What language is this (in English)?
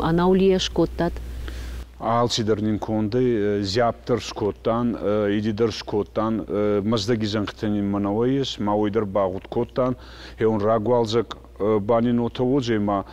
Ossetic